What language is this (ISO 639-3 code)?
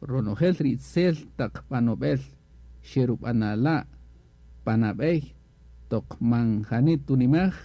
cak